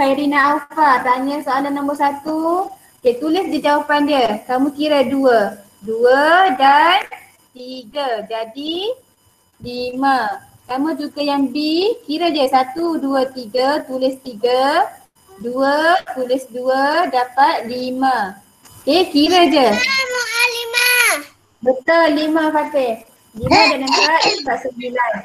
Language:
Malay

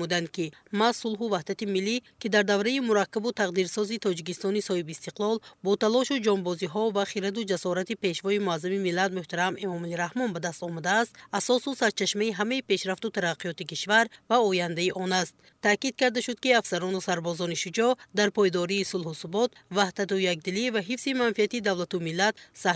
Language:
Tajik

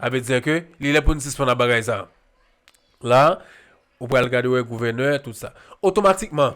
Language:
Haitian Creole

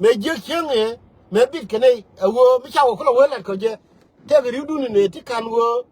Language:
Nuer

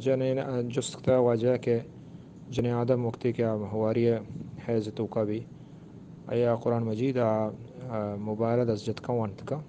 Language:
Eastern Balochi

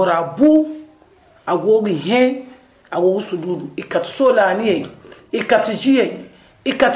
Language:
Zarma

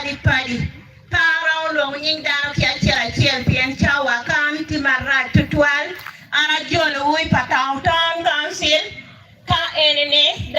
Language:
Acoli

